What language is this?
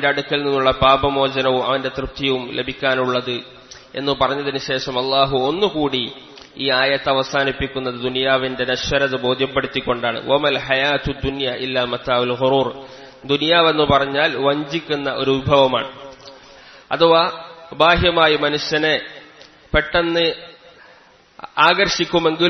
Malayalam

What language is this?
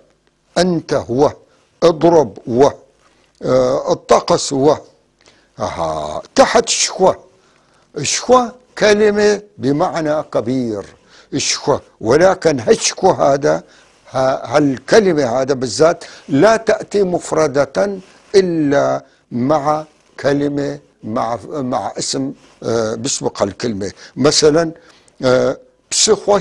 North Levantine Arabic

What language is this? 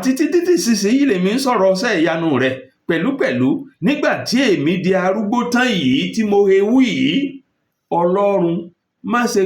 Yoruba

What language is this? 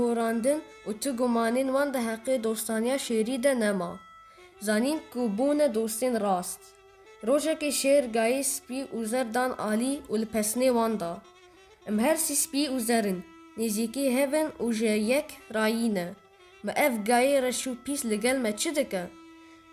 Kurdish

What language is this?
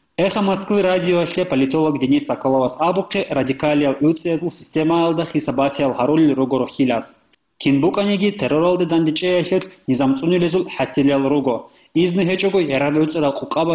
Avaric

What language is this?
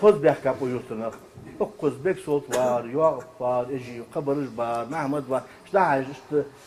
Ingush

